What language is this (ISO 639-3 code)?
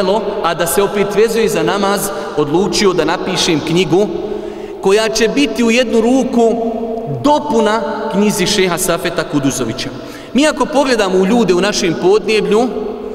bos